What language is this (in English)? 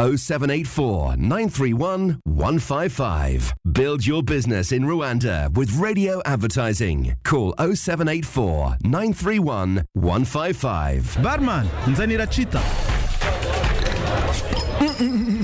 Kinyarwanda